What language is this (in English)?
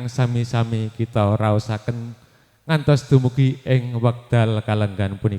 Javanese